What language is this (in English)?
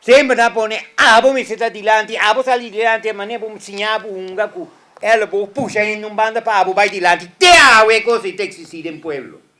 Papiamento